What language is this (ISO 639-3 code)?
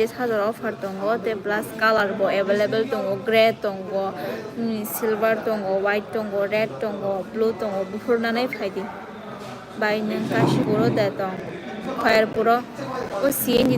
trp